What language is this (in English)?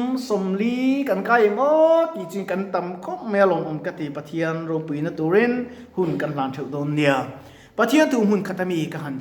Mizo